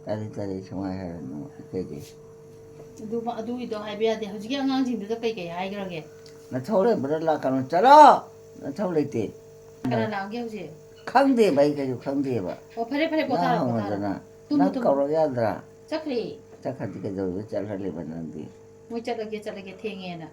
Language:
Manipuri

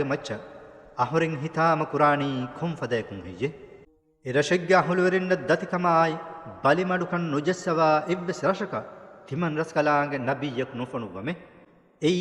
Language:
Divehi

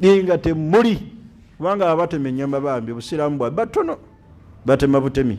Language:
Ganda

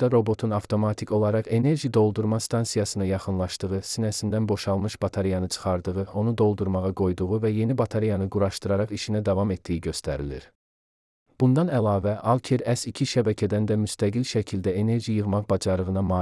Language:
Azerbaijani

